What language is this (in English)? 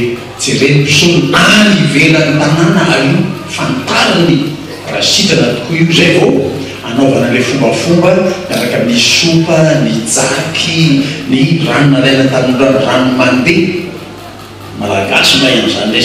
Malagasy